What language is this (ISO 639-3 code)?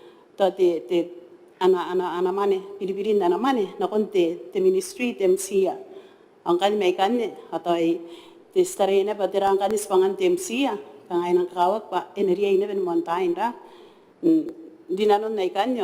gil